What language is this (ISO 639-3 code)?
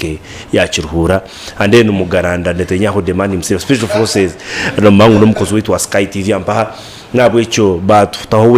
nyn